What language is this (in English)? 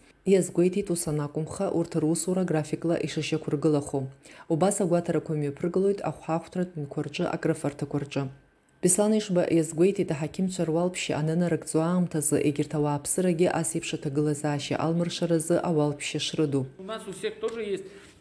Abkhazian